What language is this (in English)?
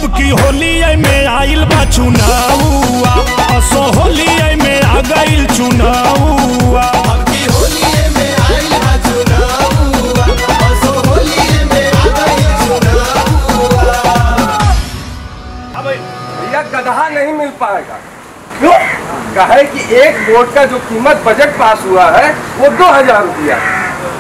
Bhojpuri